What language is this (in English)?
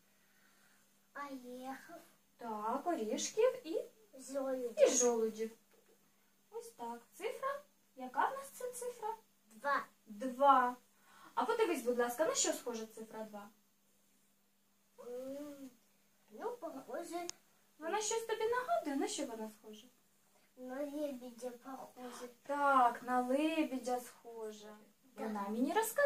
Ukrainian